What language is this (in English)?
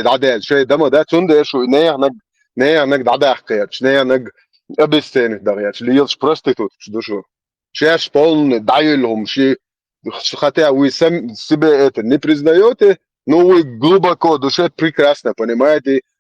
Chechen